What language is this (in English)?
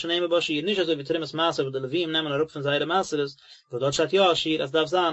Yiddish